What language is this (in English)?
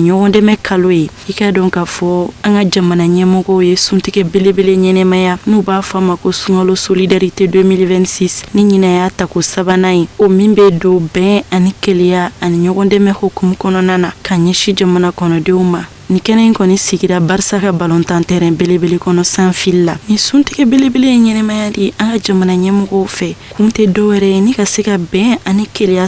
Bambara